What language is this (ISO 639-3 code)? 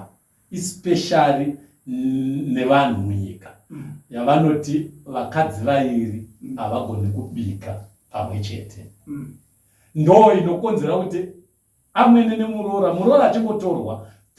sna